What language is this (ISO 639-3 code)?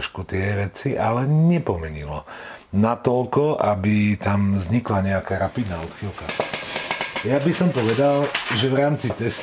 slk